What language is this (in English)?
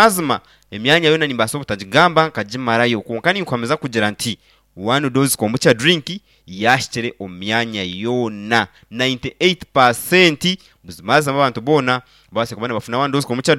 Nyankole